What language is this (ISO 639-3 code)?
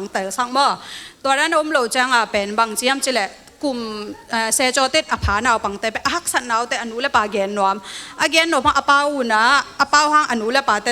ctd